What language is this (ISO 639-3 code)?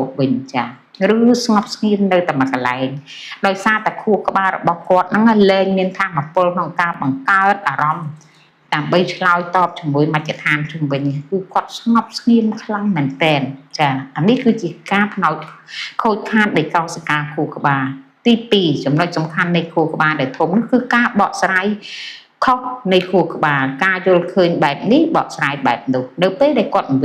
khm